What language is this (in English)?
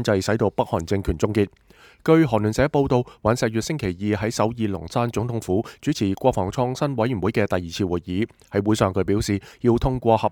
Cantonese